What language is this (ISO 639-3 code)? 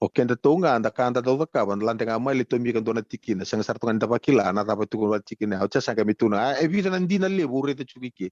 fij